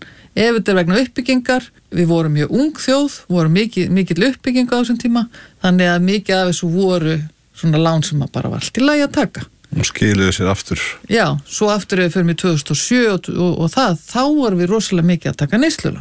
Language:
Icelandic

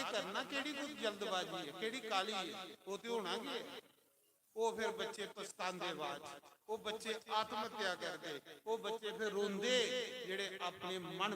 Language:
Dogri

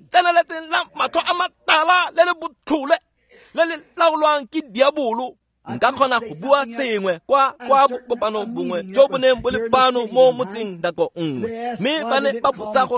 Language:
Tswana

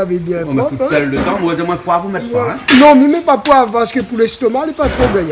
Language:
Réunion Creole French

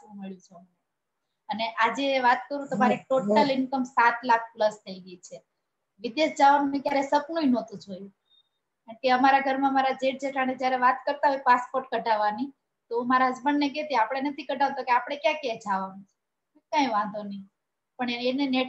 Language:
Gujarati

